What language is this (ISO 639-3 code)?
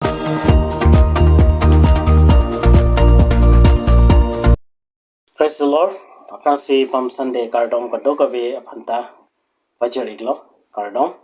mjw